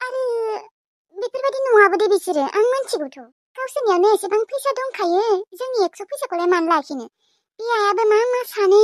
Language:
Bodo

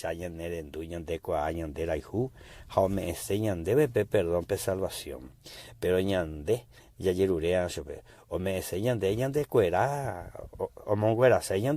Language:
Guarani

